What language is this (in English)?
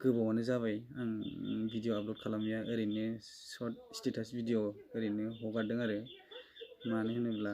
Bodo